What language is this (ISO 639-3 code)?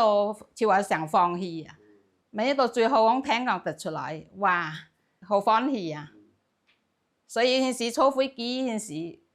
hak